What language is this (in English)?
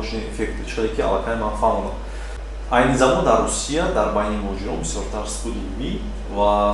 Tajik